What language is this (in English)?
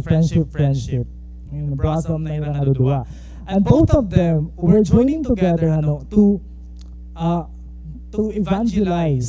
Waray